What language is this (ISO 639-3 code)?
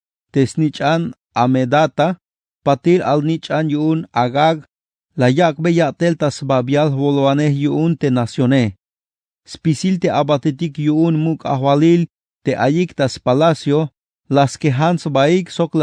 tzh